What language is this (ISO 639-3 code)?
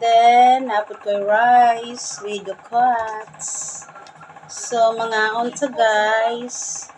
ceb